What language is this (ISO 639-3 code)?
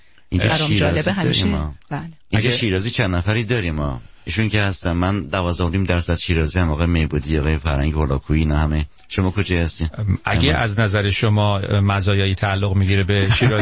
fas